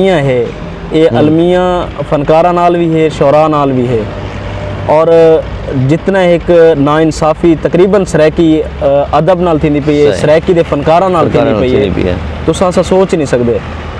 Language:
Saraiki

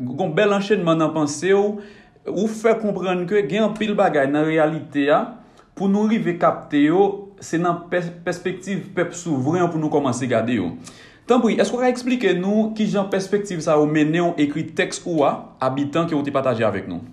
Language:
Haitian Creole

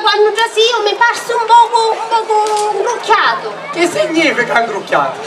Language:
Sicilian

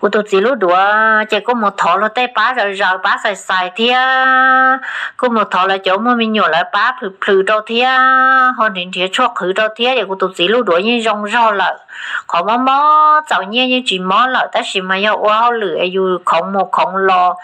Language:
Hmong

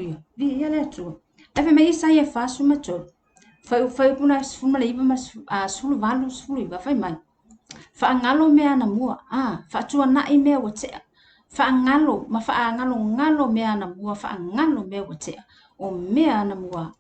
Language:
Samoan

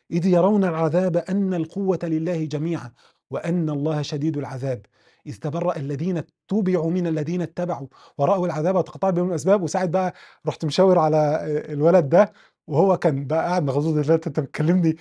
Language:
Egyptian Arabic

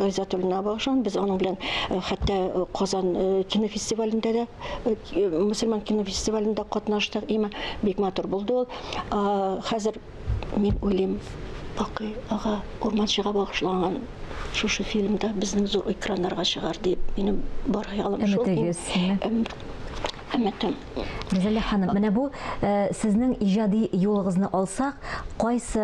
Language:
Tatar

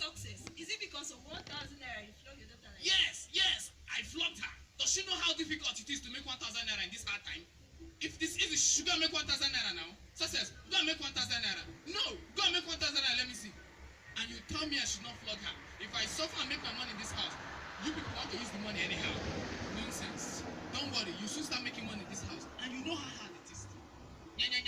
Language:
Jamaican Creole English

